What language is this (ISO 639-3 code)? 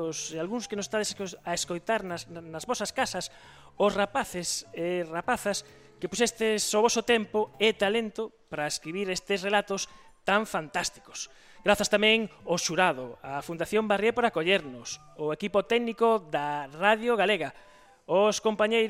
glg